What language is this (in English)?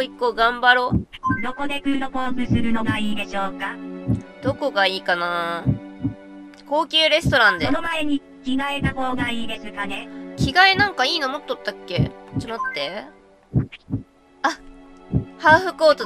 Japanese